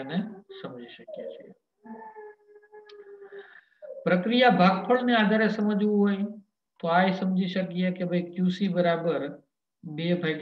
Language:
Gujarati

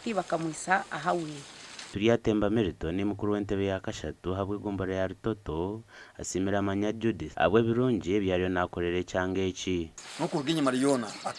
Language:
Nyankole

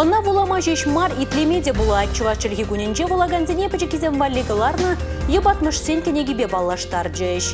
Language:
Chuvash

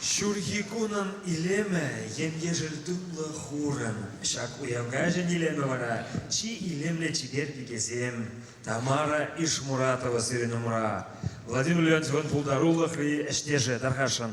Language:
Chuvash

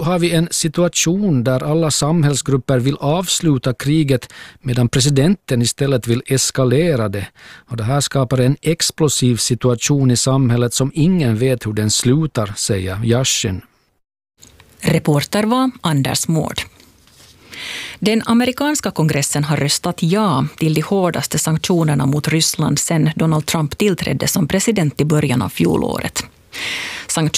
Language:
Swedish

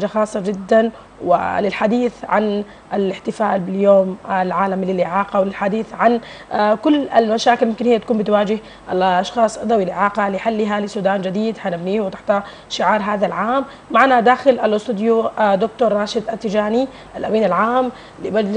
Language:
Sudanese Arabic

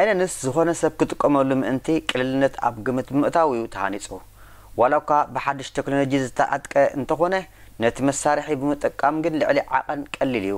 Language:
Tigrinya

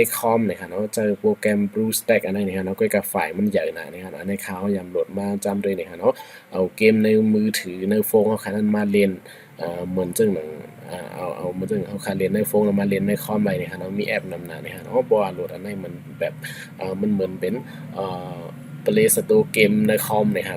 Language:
Shan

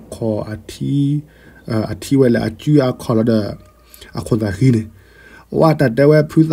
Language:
S'gaw Karen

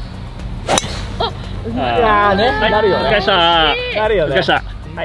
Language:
Japanese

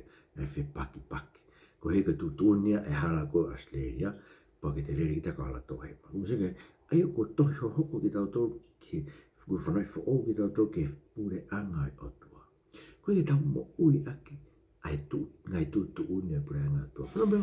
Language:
Tongan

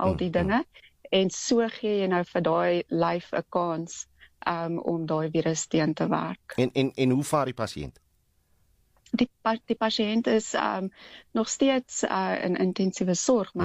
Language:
Afrikaans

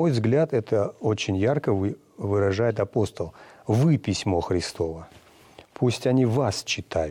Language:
Russian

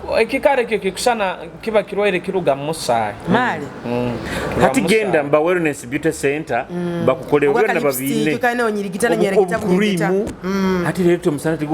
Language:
Nyoro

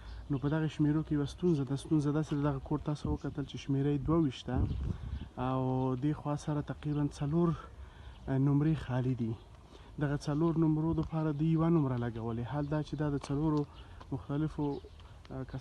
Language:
Pashto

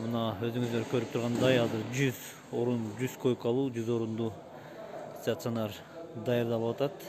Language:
Kyrgyz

